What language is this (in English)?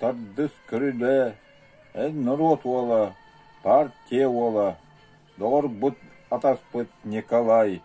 Yakut